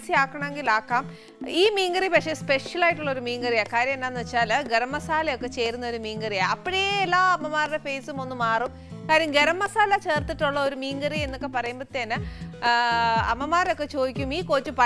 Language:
Malayalam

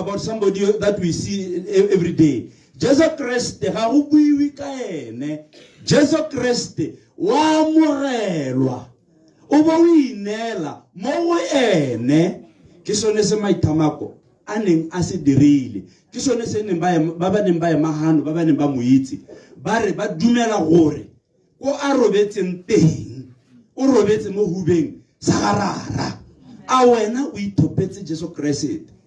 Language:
Tswana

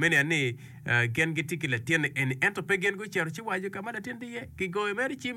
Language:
Acoli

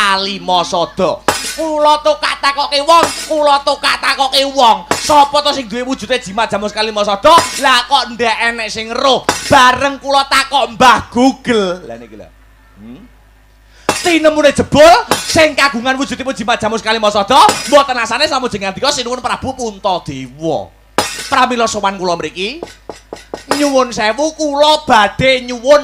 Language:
Javanese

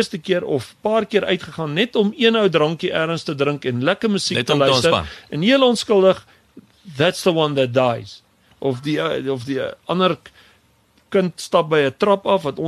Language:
Afrikaans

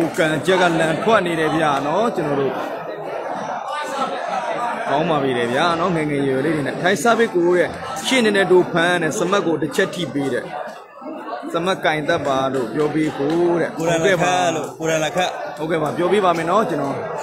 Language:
Burmese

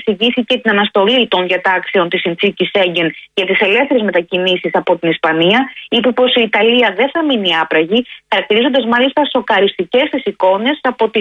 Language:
Greek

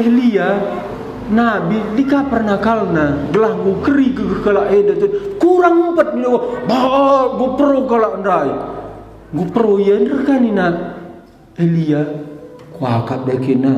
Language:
Batak Karo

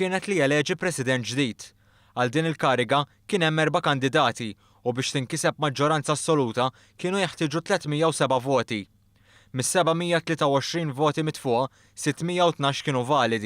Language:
Maltese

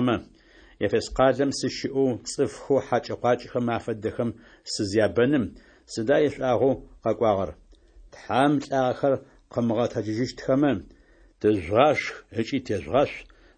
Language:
Adyghe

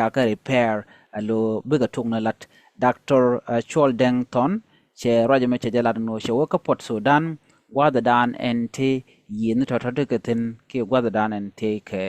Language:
Nuer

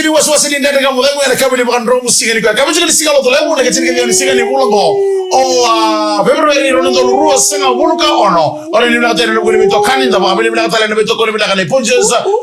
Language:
Fijian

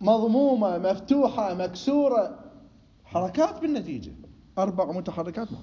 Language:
Mesopotamian Arabic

